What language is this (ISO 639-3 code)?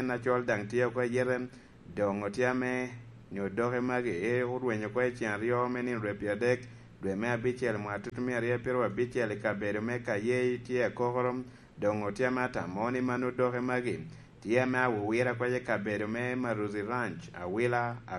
laj